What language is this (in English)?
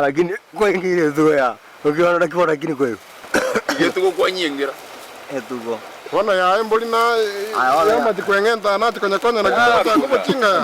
Gusii